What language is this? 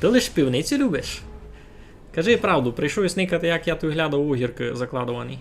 Rusyn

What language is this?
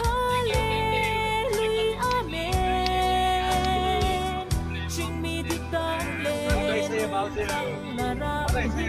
Hmar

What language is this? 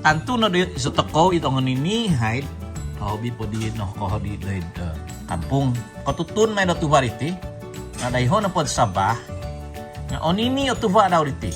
Central Dusun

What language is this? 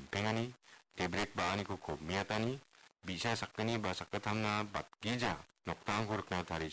Garo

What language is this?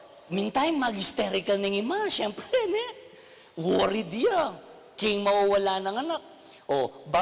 Pampanga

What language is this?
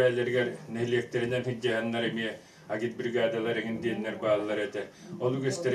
Yakut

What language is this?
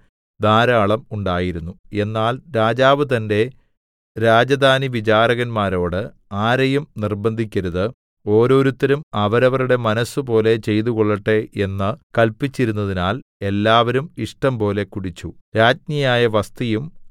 Malayalam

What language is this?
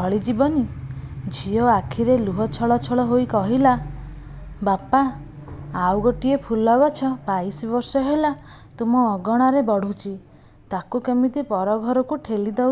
Odia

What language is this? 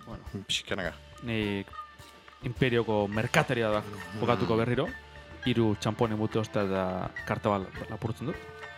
Basque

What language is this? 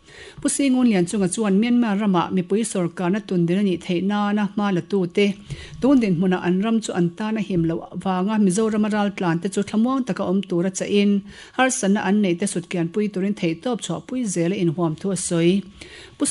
Mizo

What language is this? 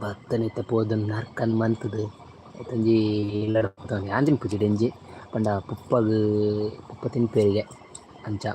Tulu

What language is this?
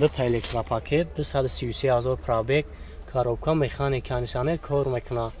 Tajik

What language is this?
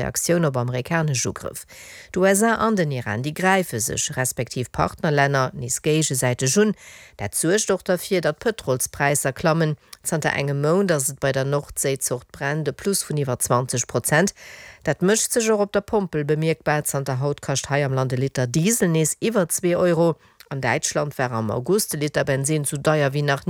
Luxembourgish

